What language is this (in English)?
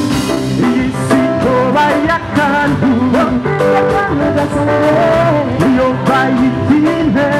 Rundi